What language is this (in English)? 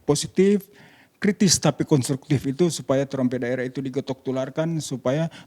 Manado Malay